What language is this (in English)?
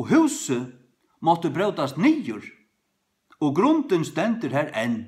Faroese